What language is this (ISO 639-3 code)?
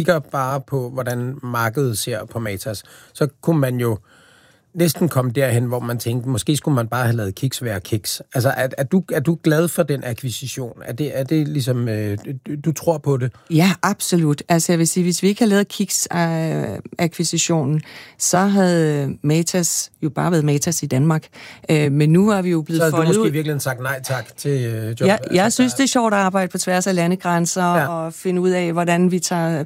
dan